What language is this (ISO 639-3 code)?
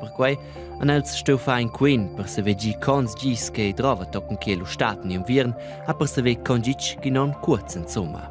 roh